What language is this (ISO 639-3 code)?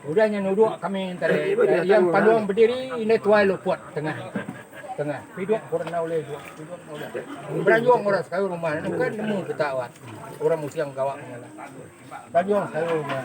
iba